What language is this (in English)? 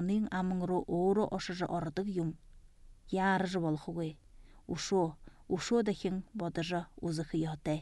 Buriat